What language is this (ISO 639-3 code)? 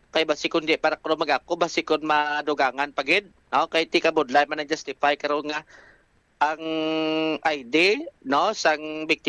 hil